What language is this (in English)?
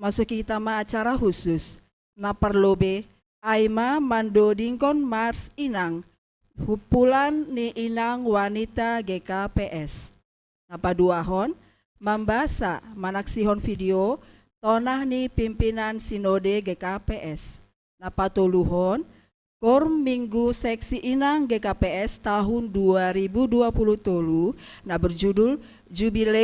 Batak Simalungun